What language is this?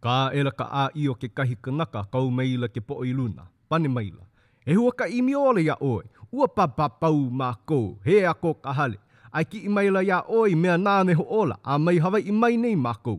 Hawaiian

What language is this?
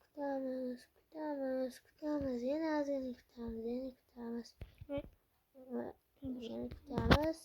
Uzbek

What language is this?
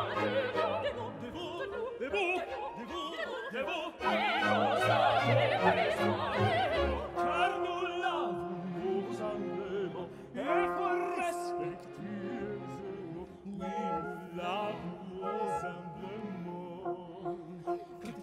French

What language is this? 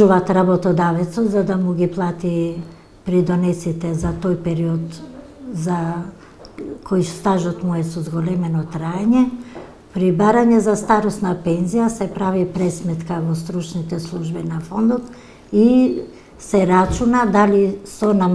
Macedonian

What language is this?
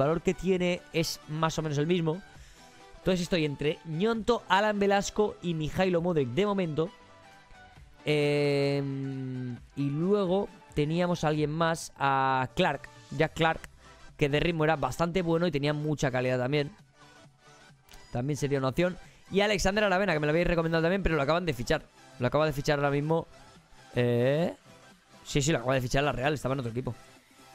Spanish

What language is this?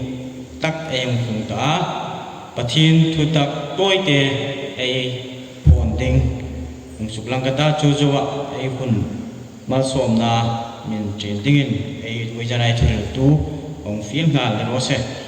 Hmar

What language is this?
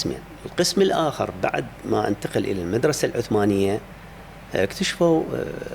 Mesopotamian Arabic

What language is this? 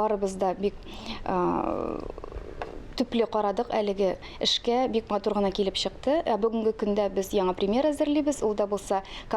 Tatar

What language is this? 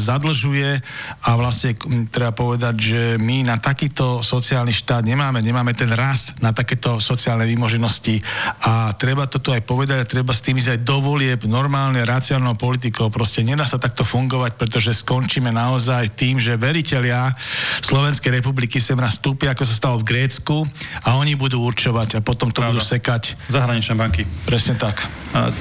Slovak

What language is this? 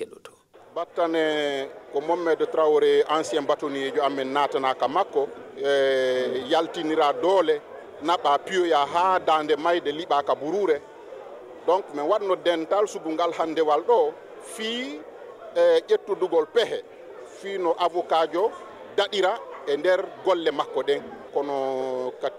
Fula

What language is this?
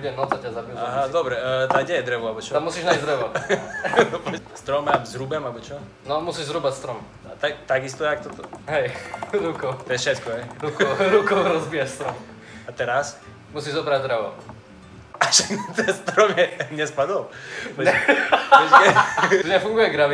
Slovak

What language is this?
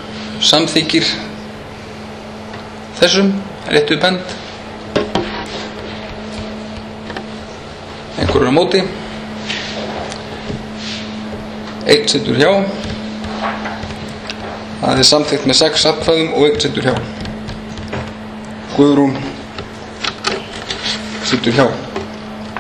Icelandic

